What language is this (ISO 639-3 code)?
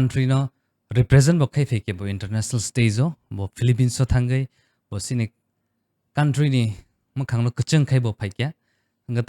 trp